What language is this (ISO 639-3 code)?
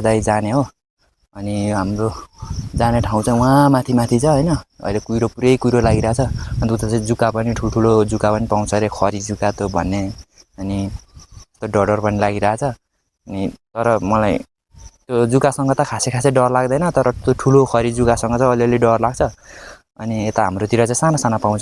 nep